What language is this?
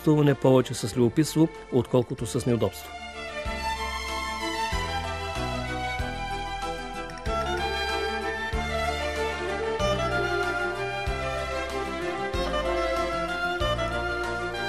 Bulgarian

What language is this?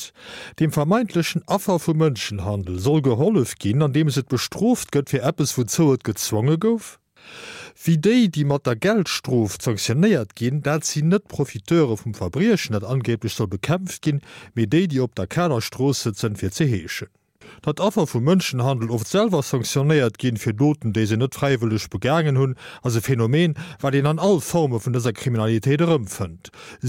Luxembourgish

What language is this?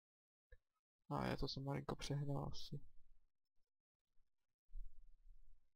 Czech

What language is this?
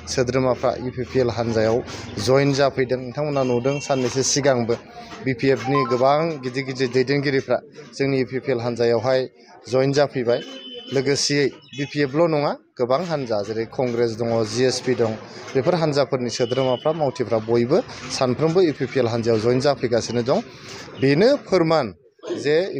Bodo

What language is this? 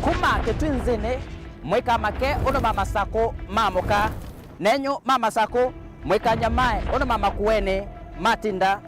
Kamba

